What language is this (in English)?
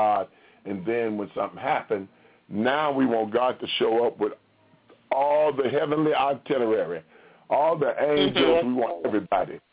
English